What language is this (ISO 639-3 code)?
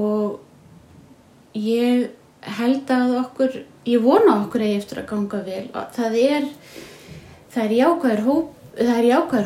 isl